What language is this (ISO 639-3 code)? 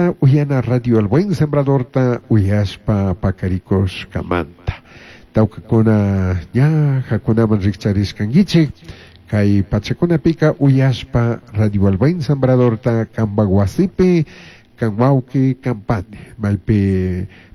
qug